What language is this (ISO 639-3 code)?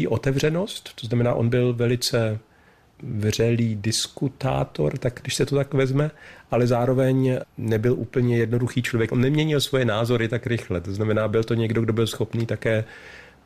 ces